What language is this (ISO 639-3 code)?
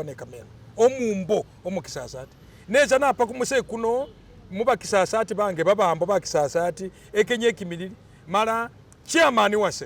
myx